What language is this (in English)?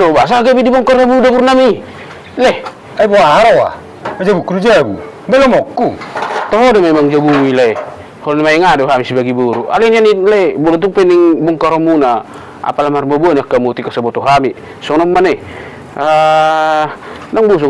Batak Toba